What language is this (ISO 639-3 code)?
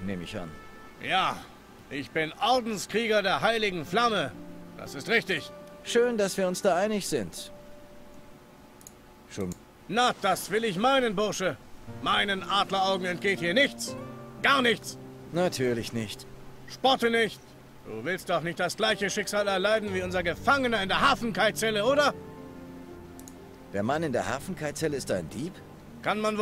deu